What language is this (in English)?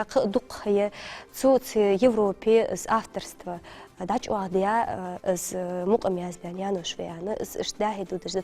Ingush